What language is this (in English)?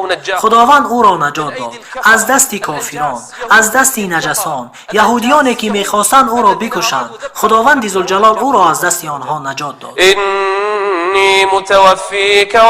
Tajik